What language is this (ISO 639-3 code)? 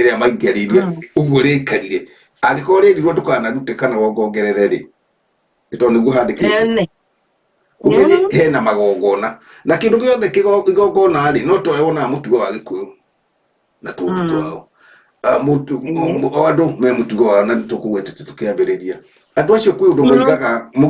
kik